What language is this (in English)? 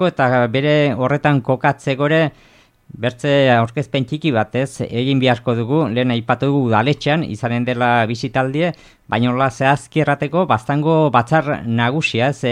Basque